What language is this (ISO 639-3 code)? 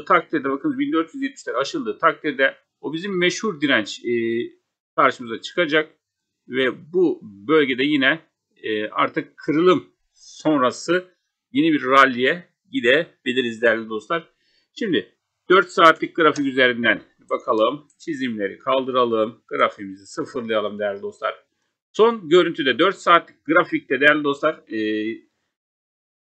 tur